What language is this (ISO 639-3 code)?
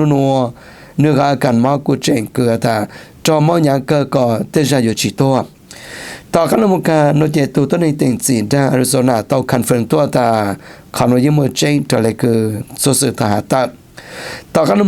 hmn